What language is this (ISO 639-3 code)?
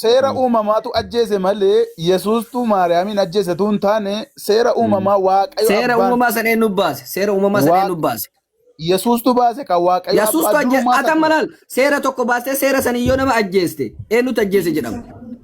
orm